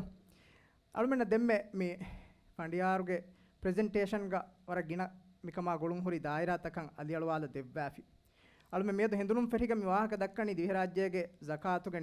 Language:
Divehi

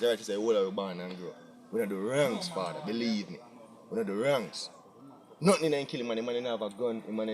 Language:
Jamaican Creole English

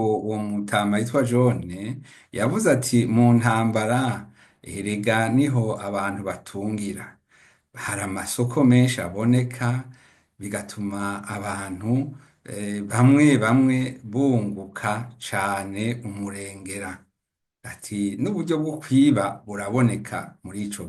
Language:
Rundi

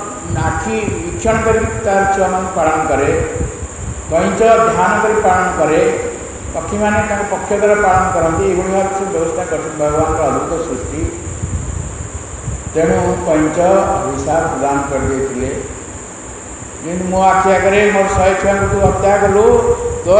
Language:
Odia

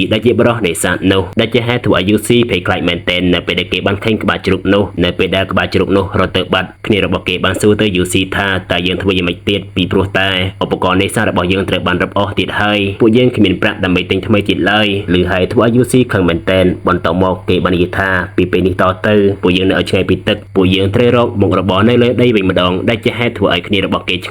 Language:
Khmer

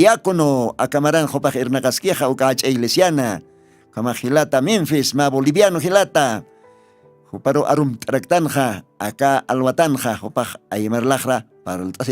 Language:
Aymara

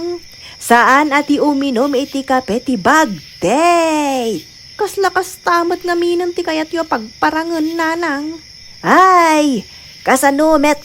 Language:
Iloko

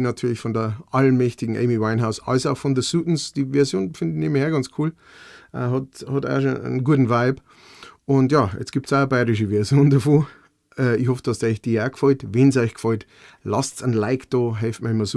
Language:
Bavarian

